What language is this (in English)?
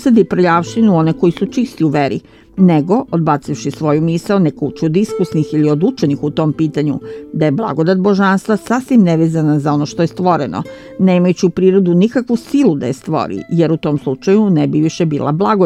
Serbian